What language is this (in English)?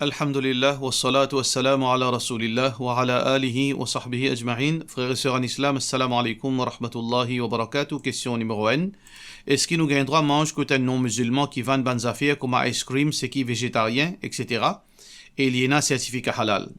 Morisyen